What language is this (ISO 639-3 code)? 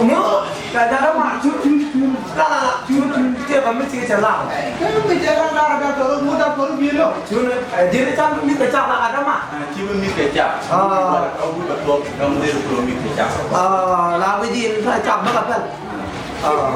nus